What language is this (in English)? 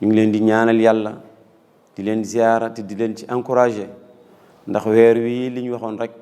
Wolof